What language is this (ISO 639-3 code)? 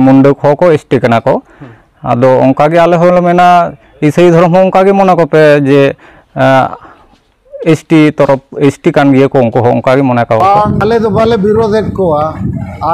sat